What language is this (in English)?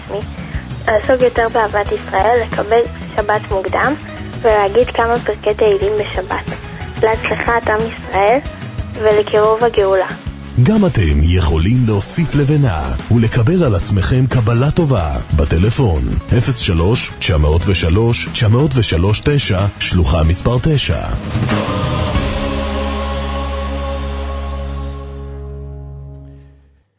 Hebrew